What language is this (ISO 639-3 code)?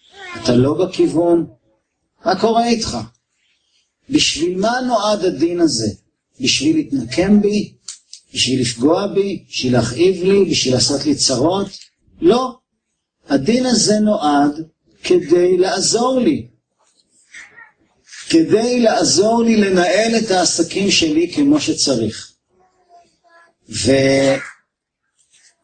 heb